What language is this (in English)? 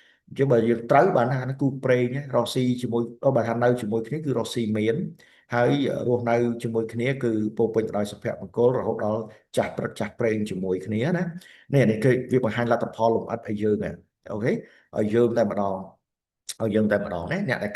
Khmer